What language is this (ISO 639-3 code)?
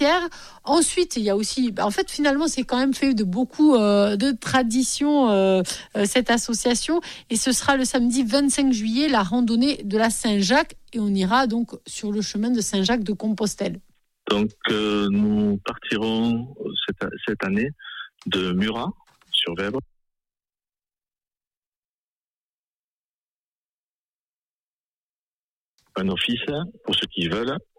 fra